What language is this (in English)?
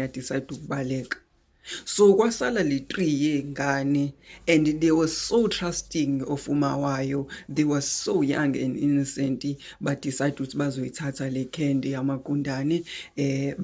Zulu